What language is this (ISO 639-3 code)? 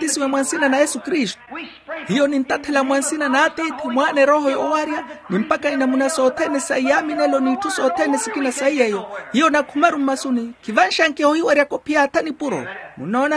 vmw